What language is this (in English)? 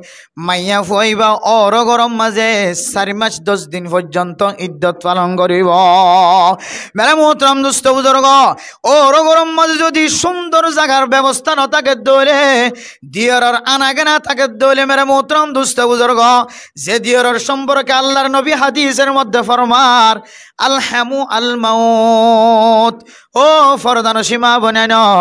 Rohingya